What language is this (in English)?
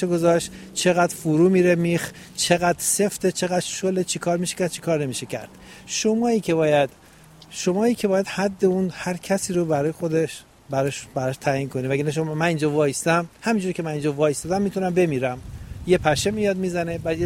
Persian